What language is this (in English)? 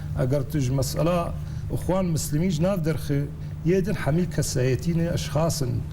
Kurdish